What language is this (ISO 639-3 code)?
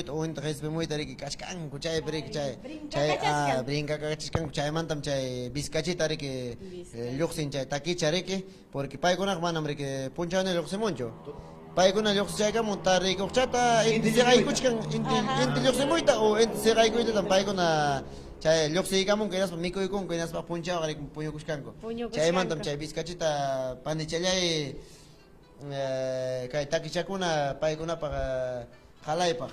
quy